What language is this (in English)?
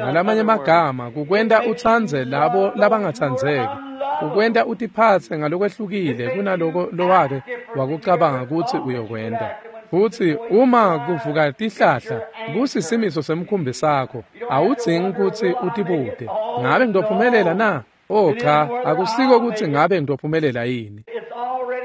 Swati